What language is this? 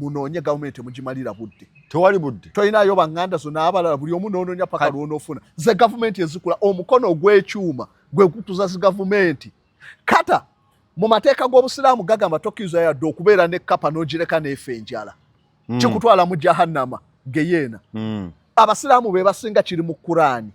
Ganda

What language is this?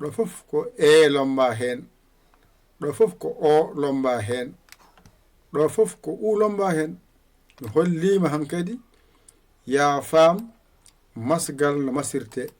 Fula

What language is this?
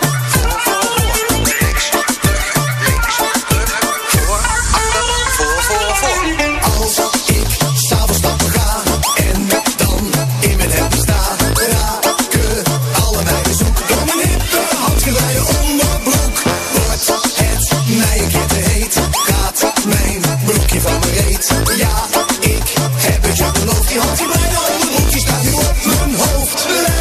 Dutch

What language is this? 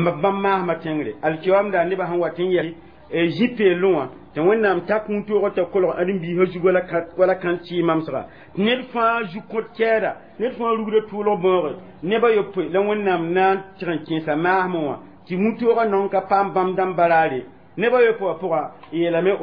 Mossi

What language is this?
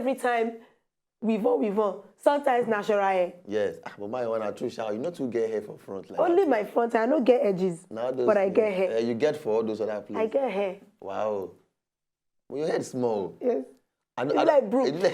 Nigerian Pidgin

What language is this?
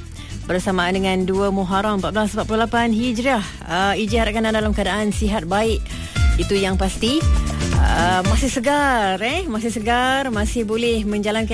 Malay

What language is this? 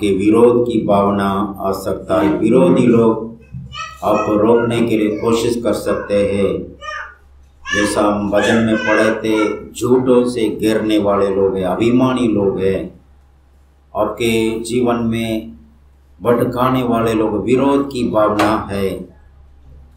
Hindi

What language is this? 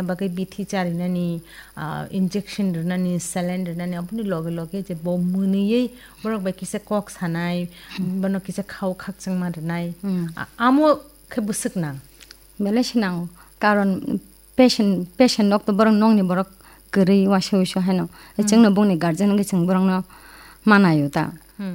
Kok Borok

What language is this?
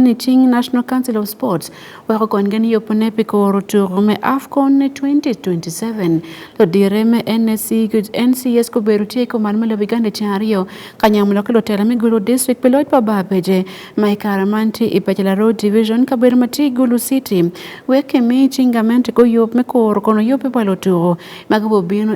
Acoli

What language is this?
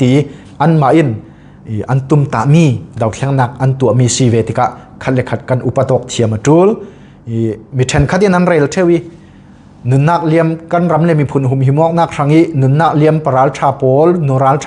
Falam Chin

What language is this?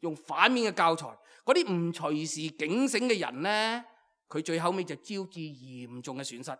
Cantonese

